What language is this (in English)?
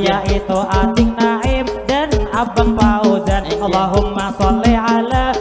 Banjar